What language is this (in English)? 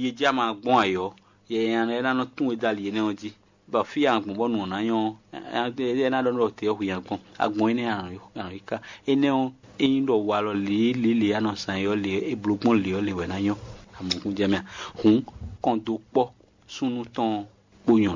Fon